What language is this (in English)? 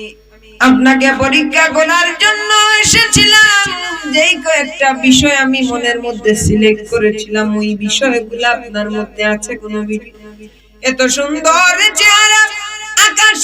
Sylheti